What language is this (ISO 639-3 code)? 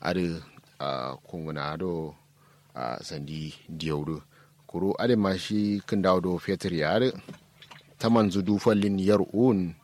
kau